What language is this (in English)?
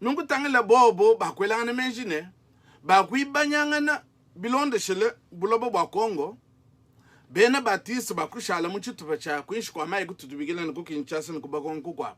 Luba-Lulua